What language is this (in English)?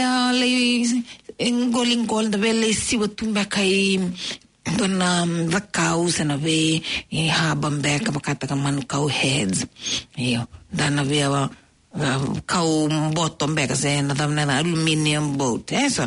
Fijian